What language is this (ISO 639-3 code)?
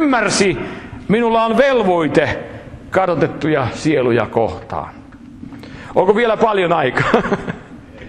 fin